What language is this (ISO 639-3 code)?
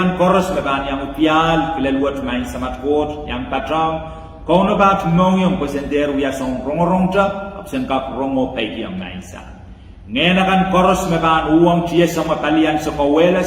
pon